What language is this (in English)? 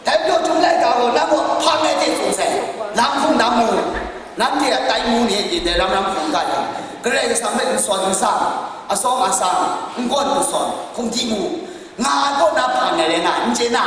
Kachin